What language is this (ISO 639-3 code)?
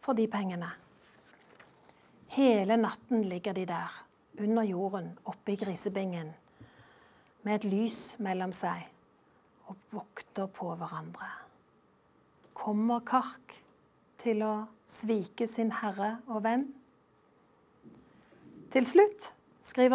nor